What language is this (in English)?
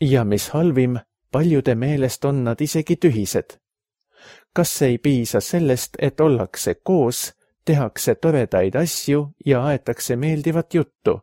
Estonian